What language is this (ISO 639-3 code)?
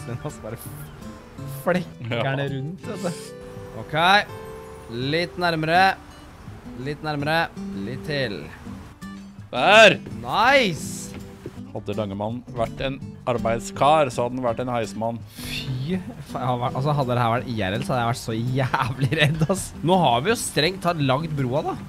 nor